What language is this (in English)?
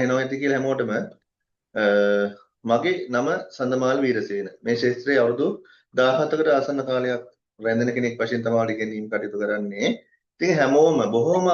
Sinhala